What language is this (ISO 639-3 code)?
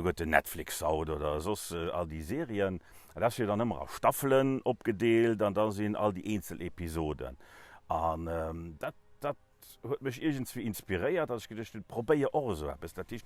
ltz